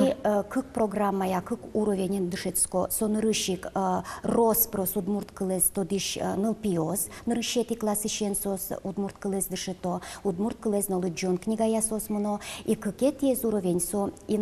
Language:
Udmurt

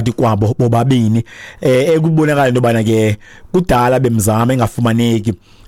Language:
Xhosa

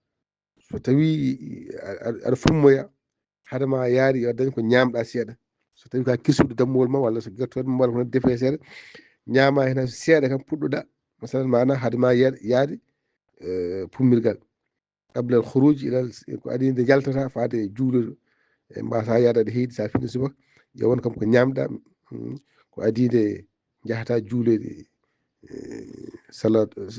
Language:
Fula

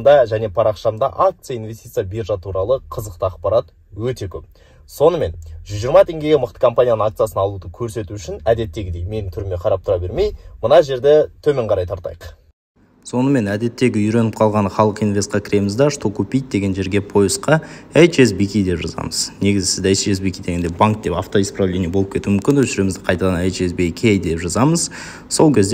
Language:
Kazakh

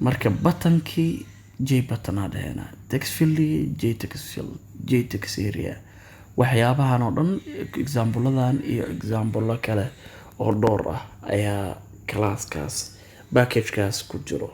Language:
Somali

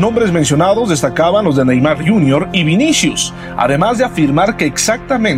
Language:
Spanish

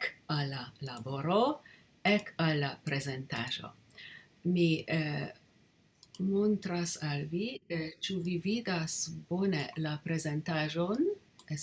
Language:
Esperanto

